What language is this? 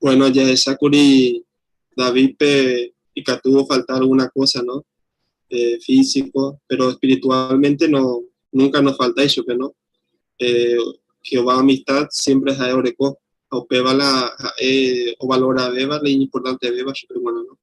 Guarani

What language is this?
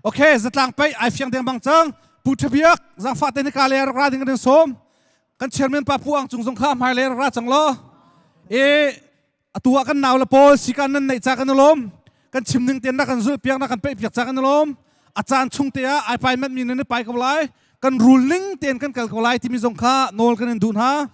Hakha Chin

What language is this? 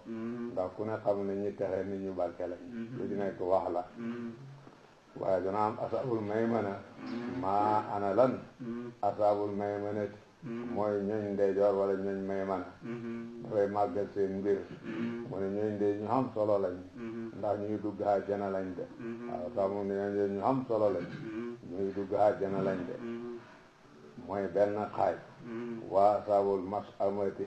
Wolof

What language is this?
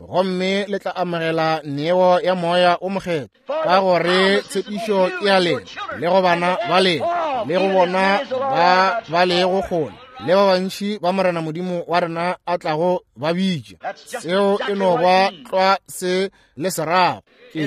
Northern Sotho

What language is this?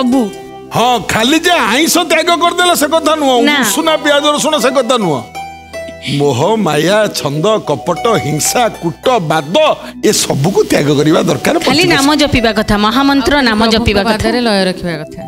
Odia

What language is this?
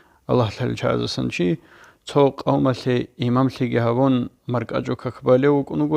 Avaric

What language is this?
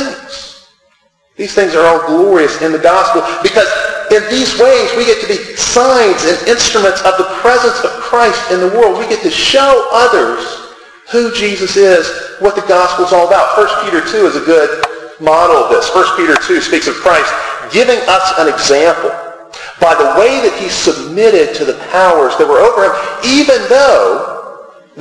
English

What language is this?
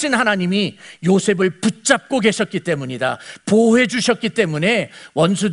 Korean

